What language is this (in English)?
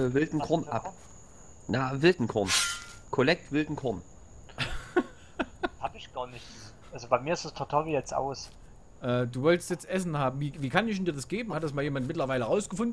German